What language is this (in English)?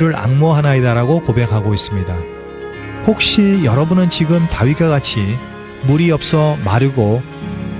Korean